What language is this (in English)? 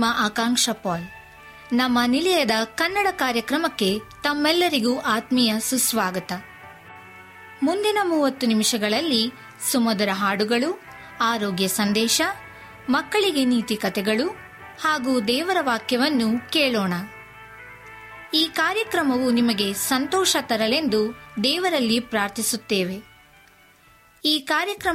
Kannada